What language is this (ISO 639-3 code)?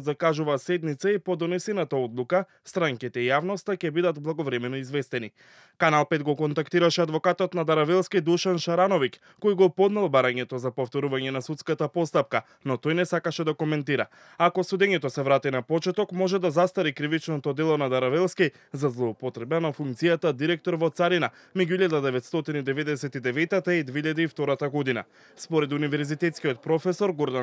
mkd